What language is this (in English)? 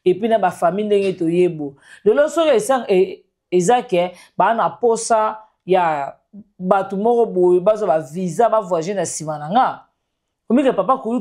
Lingala